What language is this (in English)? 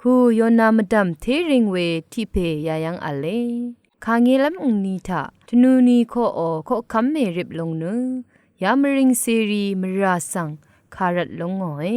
Rawang